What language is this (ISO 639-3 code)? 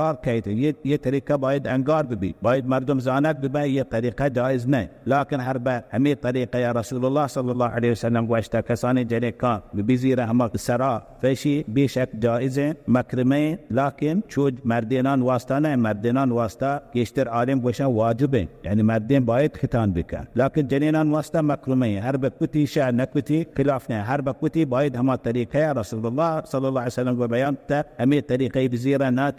bal